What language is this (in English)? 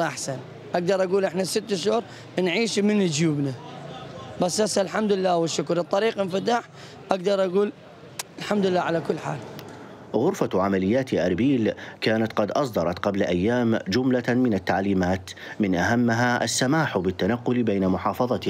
Mesopotamian Arabic